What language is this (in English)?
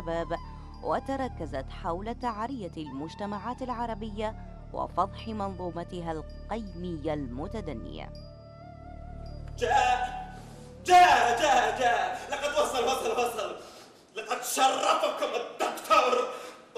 Arabic